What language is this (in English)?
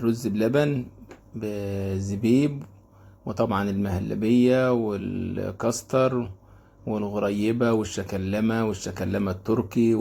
Egyptian Arabic